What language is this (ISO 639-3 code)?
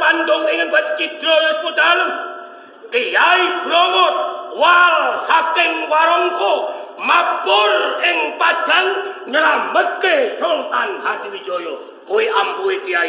jav